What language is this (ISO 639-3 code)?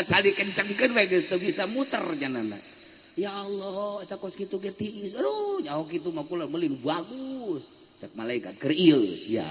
sun